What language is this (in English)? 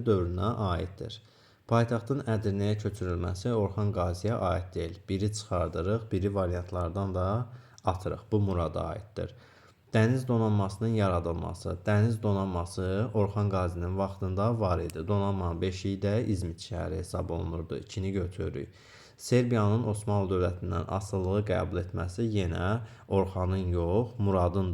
Azerbaijani